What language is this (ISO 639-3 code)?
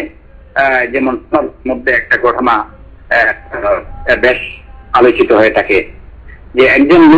ben